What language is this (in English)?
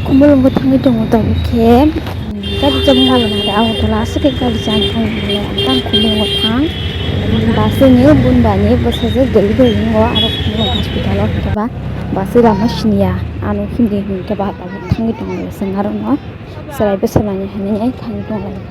Kok Borok